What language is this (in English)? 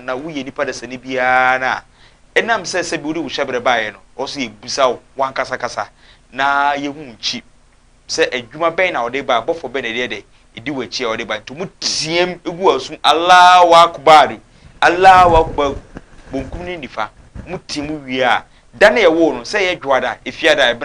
Akan